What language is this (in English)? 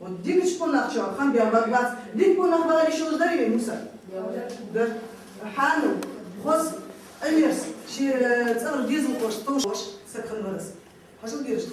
Ingush